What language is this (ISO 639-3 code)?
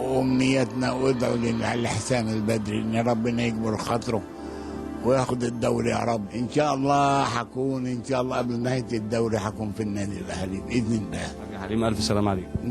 arz